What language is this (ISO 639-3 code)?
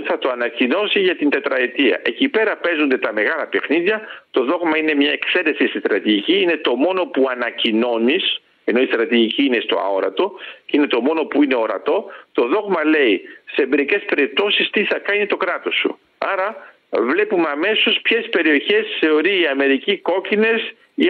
ell